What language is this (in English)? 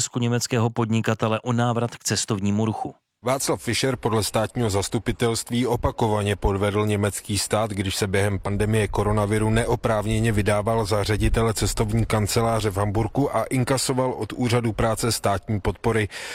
Czech